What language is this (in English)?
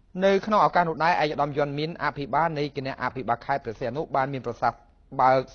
Khmer